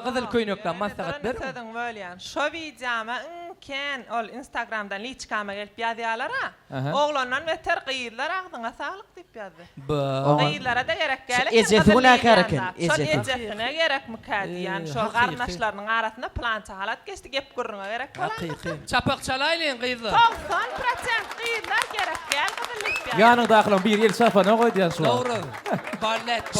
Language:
Turkmen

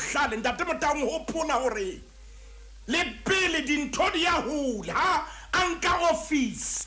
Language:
Southern Sotho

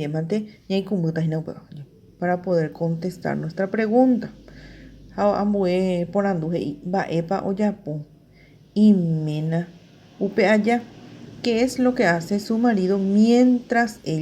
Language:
Guarani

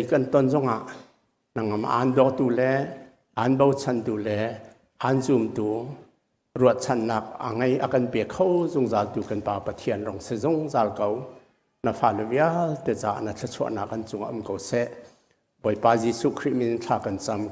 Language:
Hakha Chin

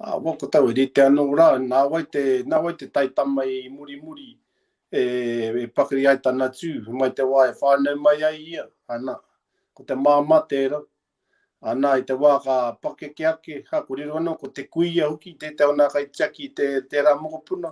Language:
Māori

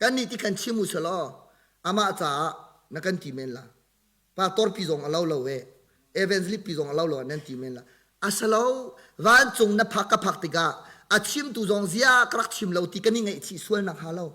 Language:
Hakha Chin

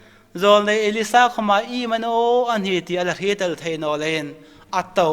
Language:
Hmar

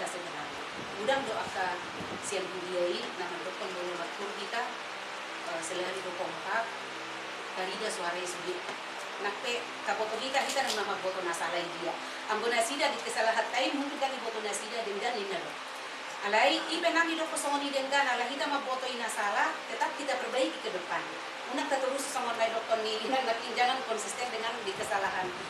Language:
Batak Toba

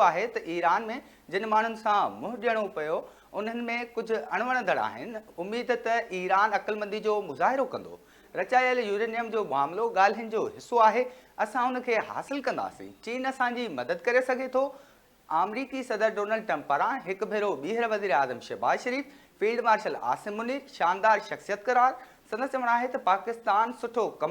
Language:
Sindhi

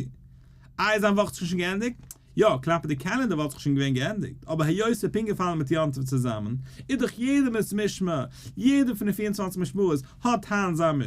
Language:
Yiddish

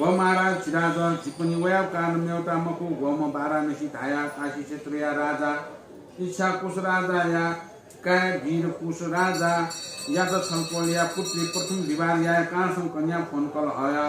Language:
Newari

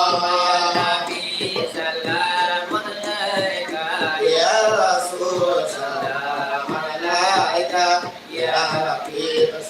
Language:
Minangkabau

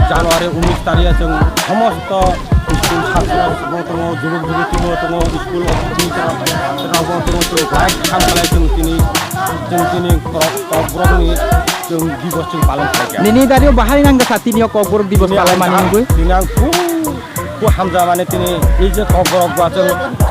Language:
Kok Borok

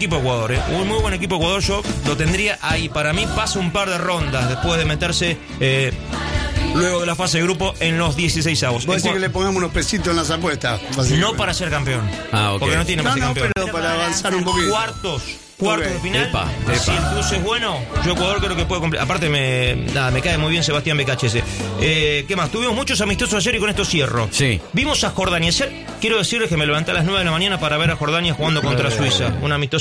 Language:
Spanish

